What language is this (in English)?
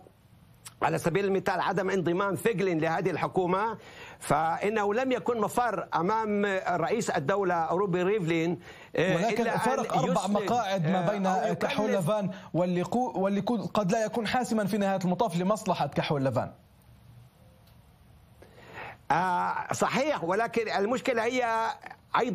Arabic